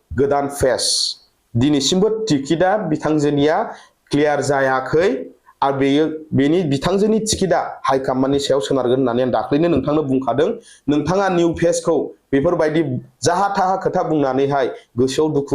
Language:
Bodo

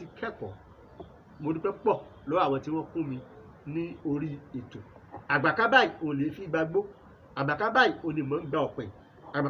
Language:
Yoruba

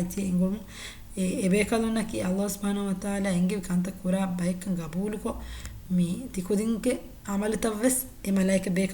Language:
Divehi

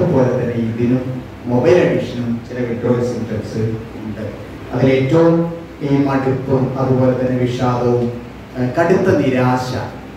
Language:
Malayalam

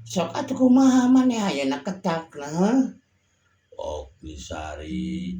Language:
Sundanese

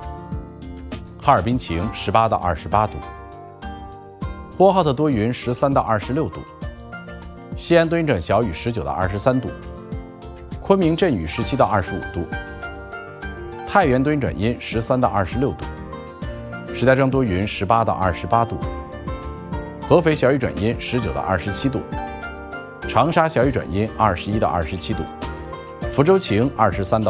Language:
Chinese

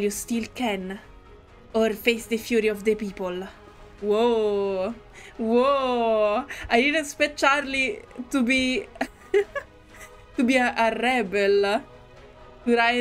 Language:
English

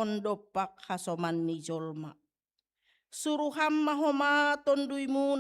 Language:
Batak Simalungun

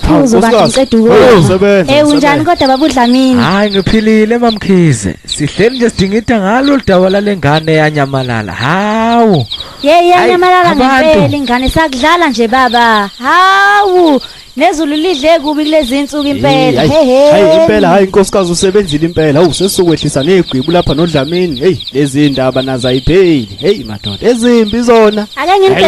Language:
Zulu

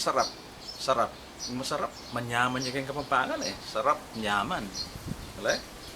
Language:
Pampanga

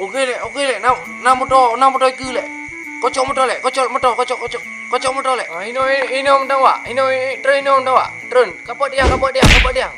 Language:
Achinese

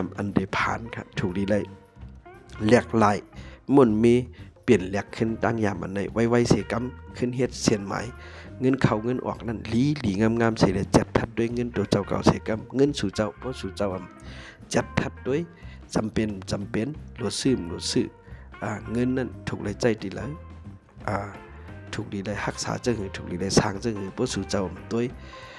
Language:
Shan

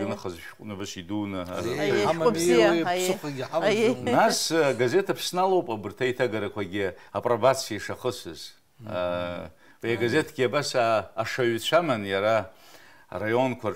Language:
Abkhazian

